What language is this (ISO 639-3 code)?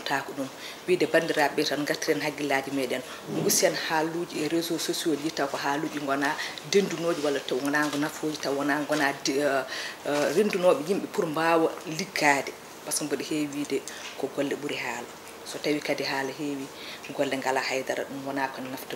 ful